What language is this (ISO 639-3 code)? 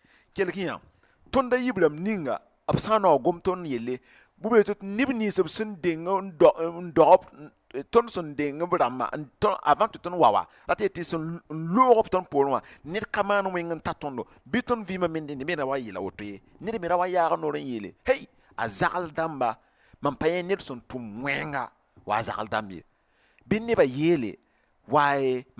mos